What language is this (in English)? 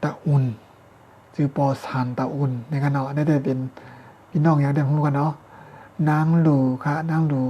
Shan